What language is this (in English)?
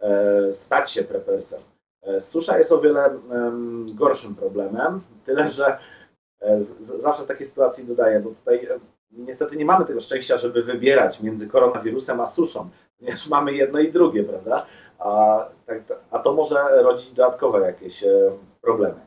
Polish